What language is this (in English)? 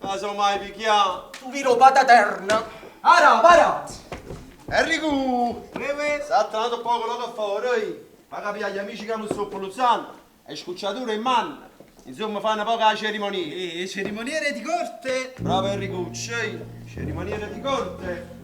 Neapolitan